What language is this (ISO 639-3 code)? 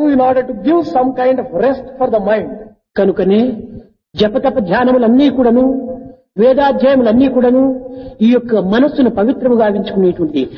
tel